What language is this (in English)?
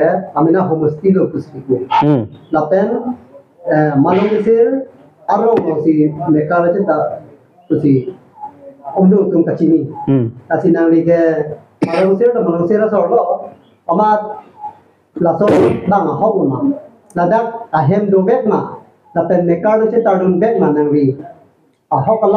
Karbi